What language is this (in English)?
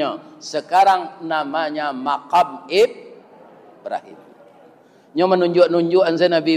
Minangkabau